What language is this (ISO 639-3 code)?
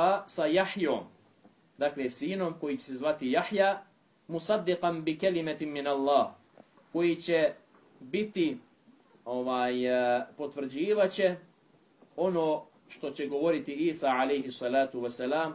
bos